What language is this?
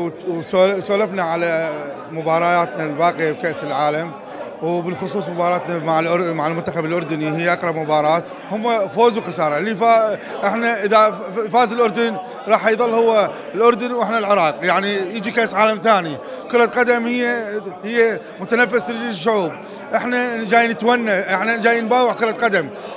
Mesopotamian Arabic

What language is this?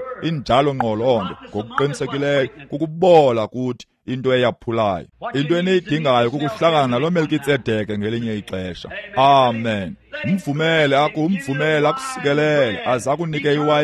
Xhosa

